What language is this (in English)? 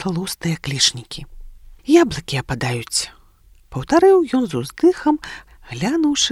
Belarusian